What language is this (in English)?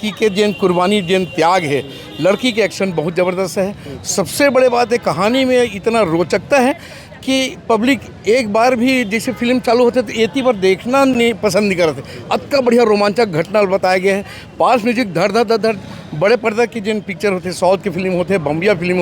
Chhattisgarhi